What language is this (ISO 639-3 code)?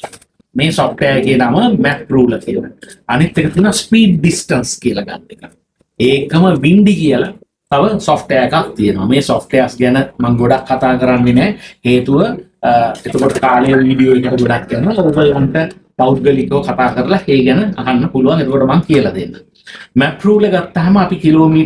sin